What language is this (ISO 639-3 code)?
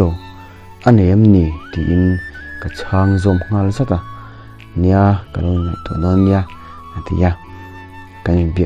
lus